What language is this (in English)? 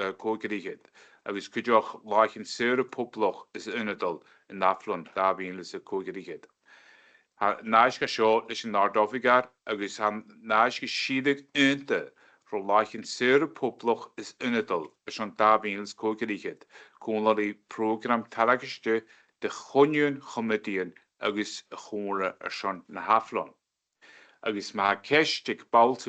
Scottish Gaelic